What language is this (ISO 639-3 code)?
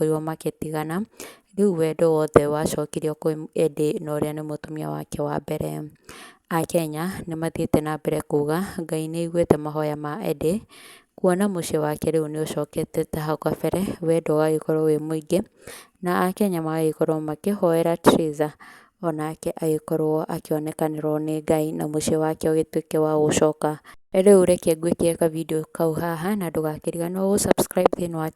kik